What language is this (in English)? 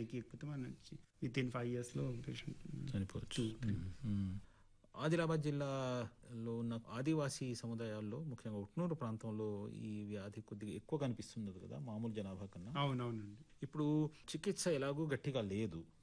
Telugu